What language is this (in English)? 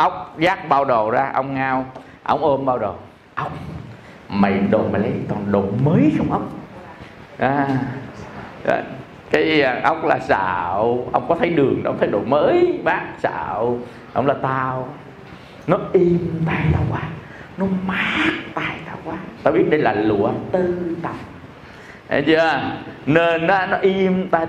Vietnamese